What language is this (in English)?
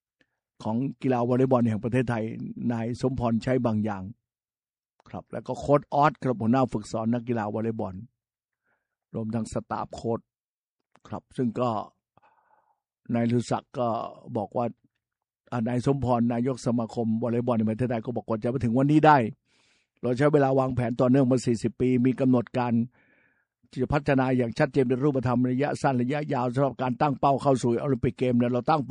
Thai